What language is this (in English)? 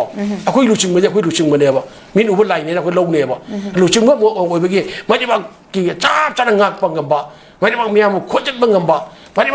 Manipuri